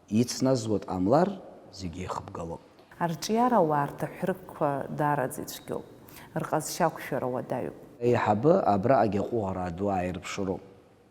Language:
Abkhazian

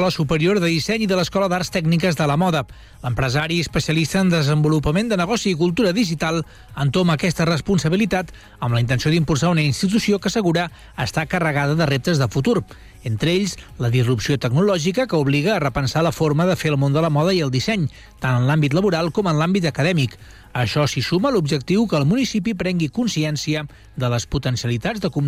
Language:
Catalan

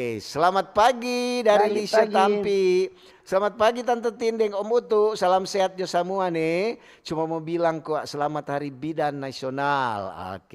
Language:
Manado Malay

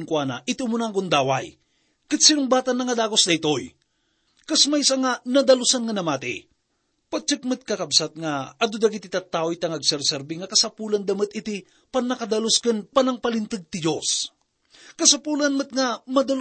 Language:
Iloko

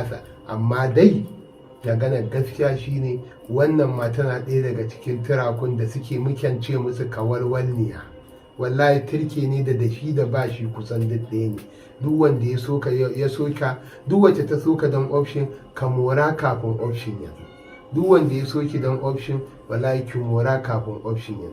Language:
Hausa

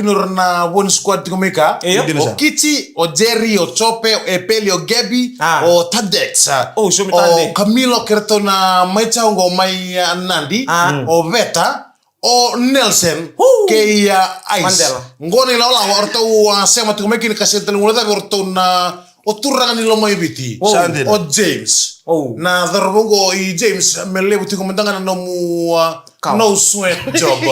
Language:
Fijian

